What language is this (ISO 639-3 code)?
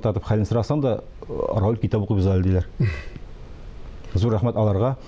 tat